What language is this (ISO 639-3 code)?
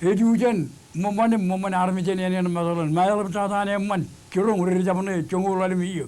mah